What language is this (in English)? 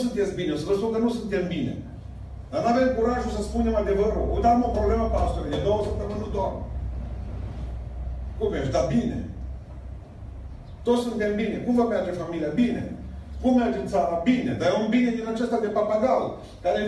Romanian